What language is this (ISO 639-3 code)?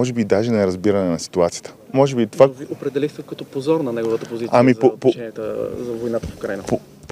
bul